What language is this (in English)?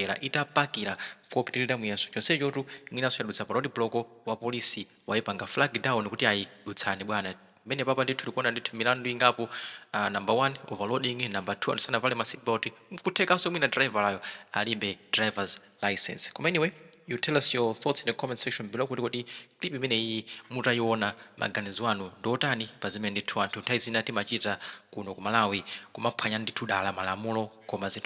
Nyanja